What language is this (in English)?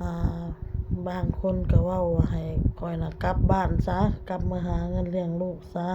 Lao